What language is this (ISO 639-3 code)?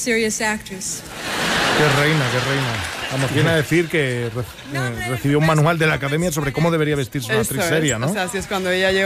spa